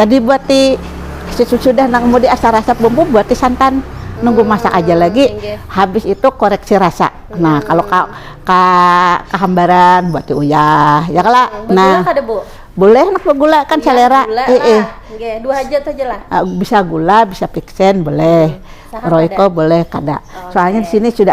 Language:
Banjar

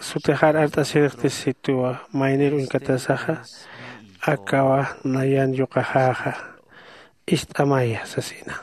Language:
Aymara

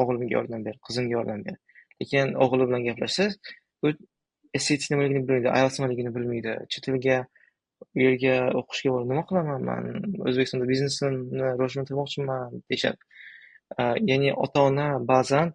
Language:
Uzbek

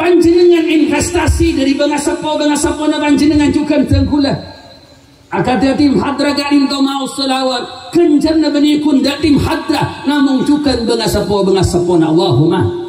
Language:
Madurese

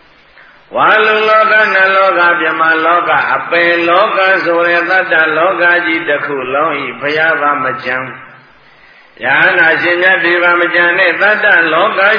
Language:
Burmese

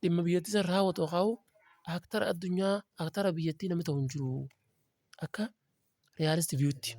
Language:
Oromo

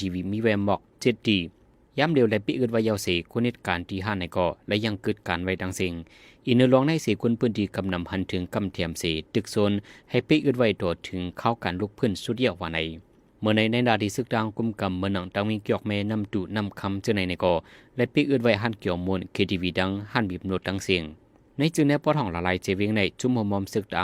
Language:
Shan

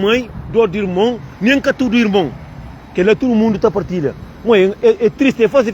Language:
Kabuverdianu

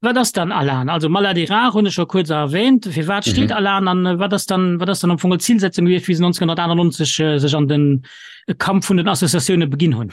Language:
Luxembourgish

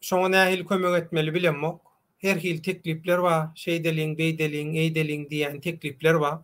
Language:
Turkmen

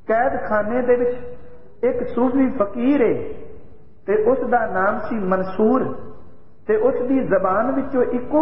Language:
Punjabi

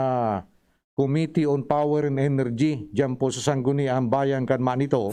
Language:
Bikol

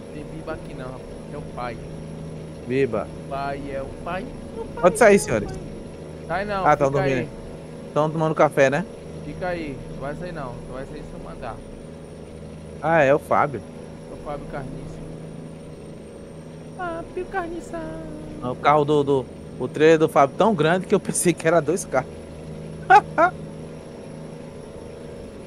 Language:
Portuguese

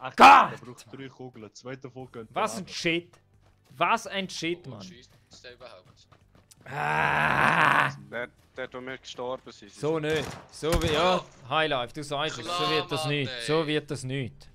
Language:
Swiss German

